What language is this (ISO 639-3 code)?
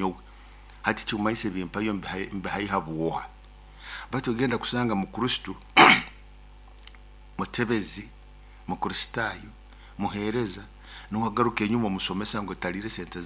nyo